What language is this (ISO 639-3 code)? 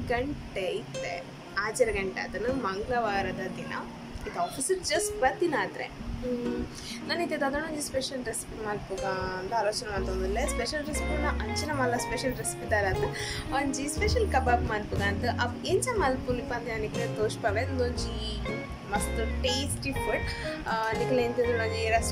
tcy